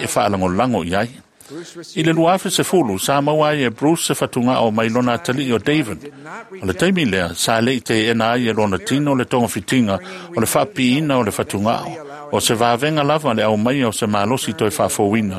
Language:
Samoan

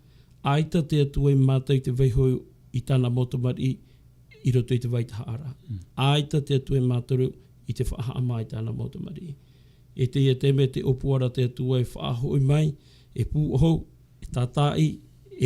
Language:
Tahitian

